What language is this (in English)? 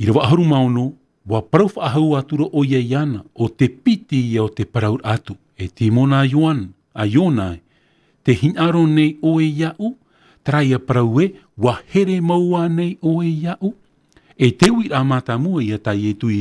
Tahitian